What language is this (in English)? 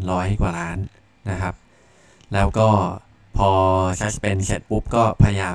Thai